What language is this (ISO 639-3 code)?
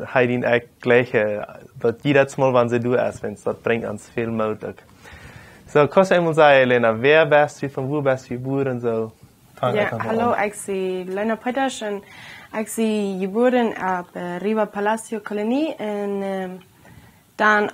pdt